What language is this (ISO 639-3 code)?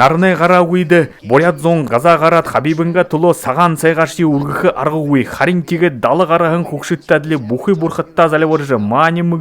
bua